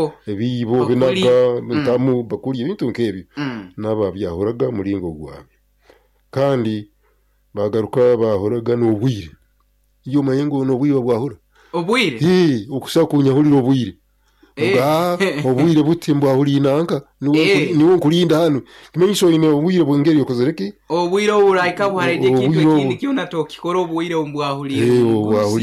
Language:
Nyoro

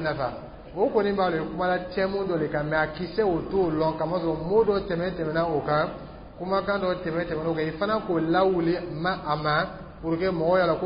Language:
Dyula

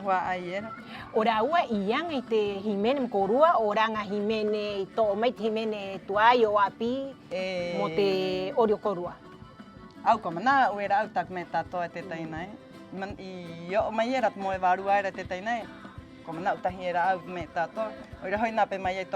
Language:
Rapanui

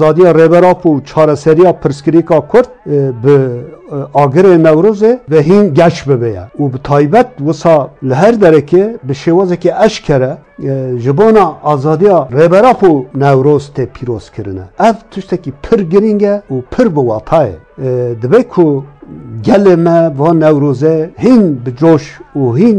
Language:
Kurdish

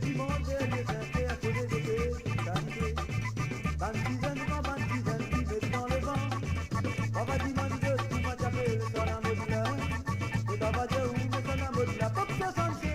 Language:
Morisyen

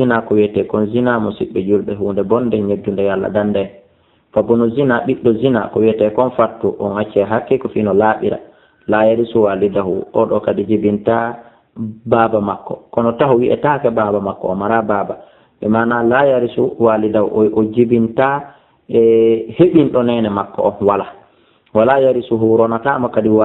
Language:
Fula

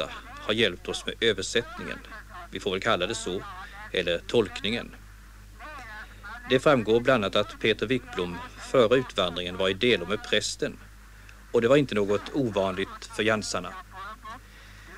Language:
Swedish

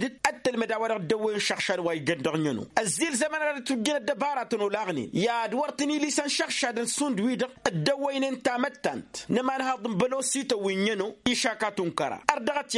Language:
Tamasheq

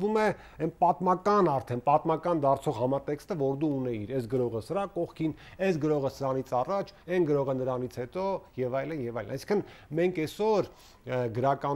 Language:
Armenian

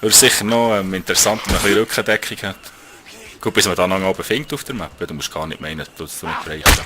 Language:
Swiss German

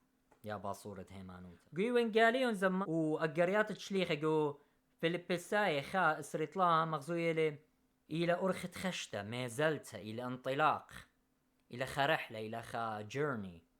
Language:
Assyrian Neo-Aramaic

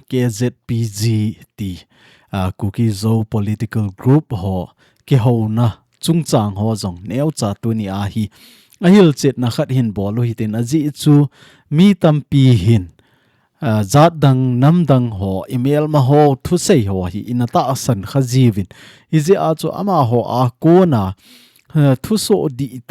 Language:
Thado Chin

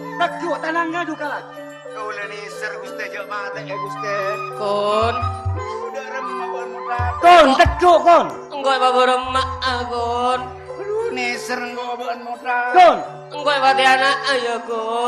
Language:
Madurese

